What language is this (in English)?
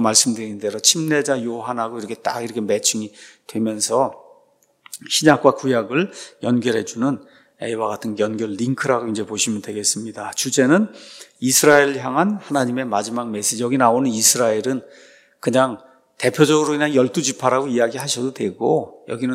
Korean